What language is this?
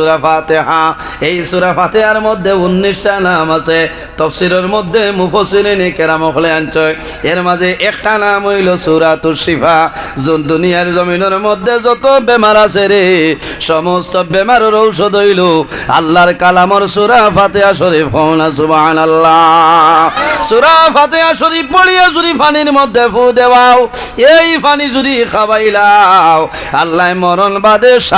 Sylheti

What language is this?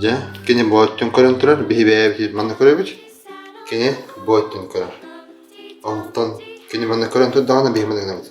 Yakut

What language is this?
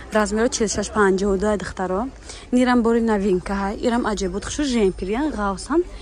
Tajik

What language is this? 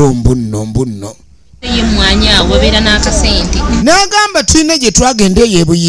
Ganda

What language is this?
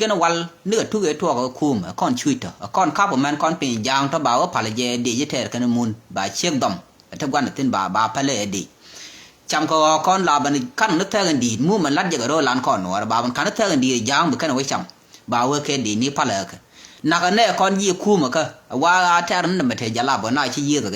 Nuer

